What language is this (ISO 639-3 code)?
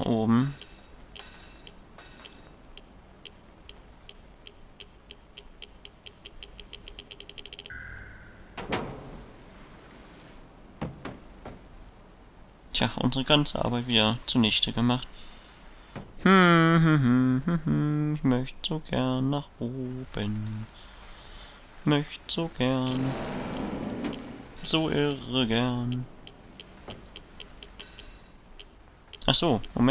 deu